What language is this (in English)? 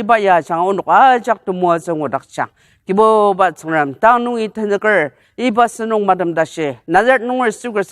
Ao Naga